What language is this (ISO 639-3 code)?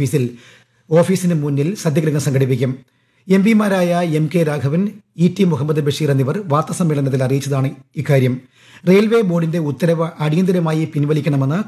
mal